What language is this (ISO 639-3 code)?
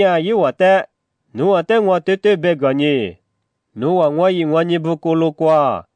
lis